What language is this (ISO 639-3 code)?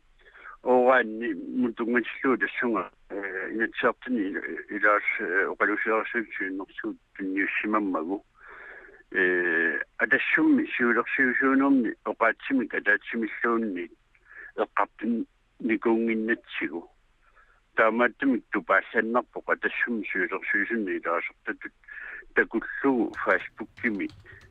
kal